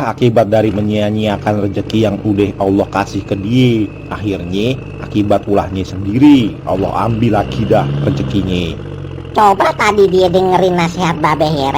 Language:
Betawi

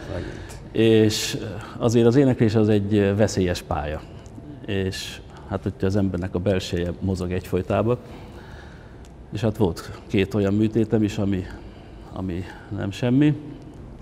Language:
Hungarian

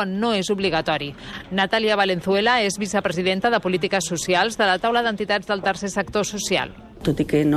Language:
Catalan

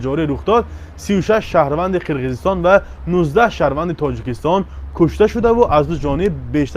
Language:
Tajik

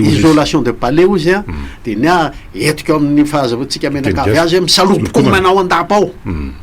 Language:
Malagasy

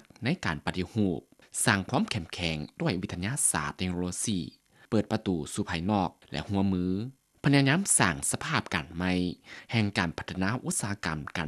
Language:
Lao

